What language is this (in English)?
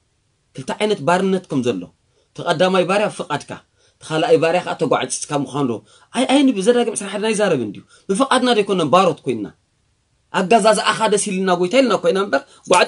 Tigrinya